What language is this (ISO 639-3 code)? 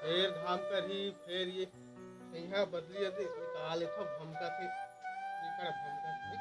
hne